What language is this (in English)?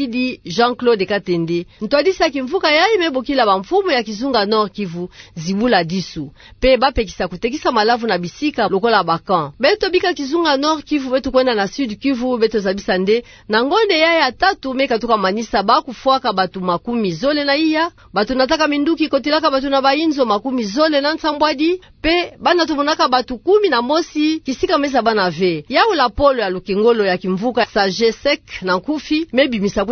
Kituba (Democratic Republic of Congo)